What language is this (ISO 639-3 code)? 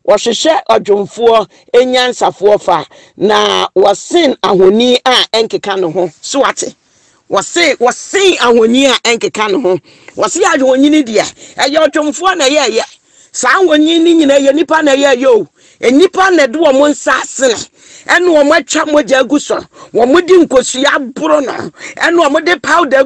aka